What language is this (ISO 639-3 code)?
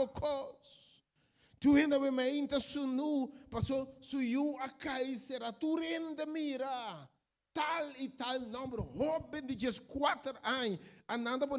pap